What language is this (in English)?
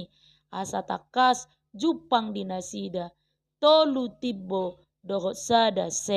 Batak Toba